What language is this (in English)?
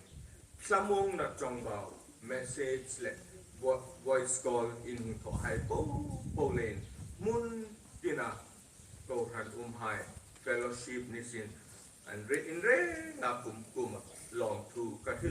Hmar